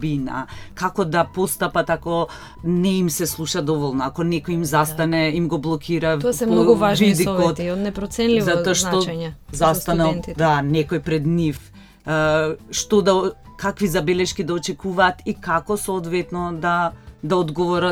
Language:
Macedonian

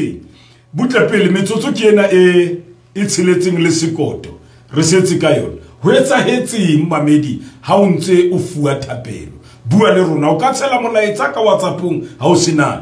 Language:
Southern Sotho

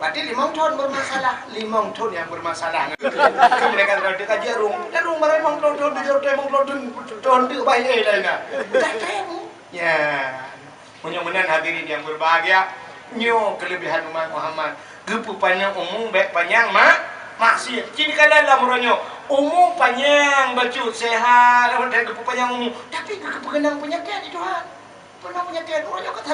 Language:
Achinese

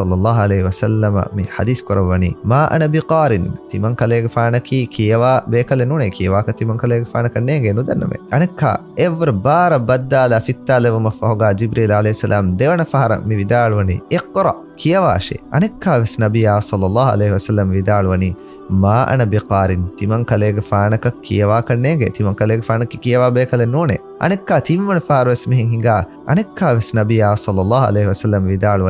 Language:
Divehi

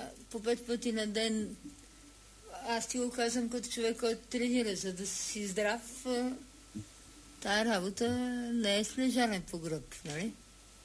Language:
Bulgarian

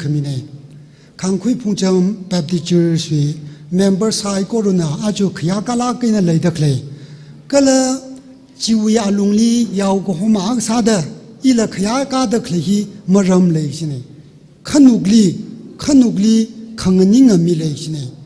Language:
Tangkhul Naga (India)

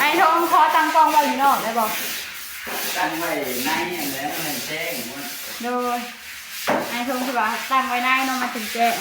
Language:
Northeastern Thai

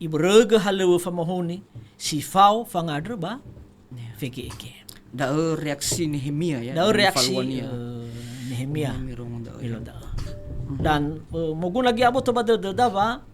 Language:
Nias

